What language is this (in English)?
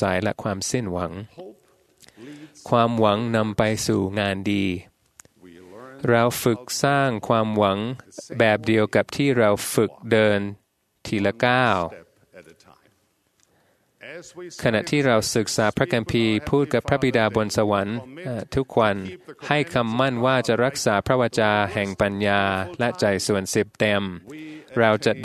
Thai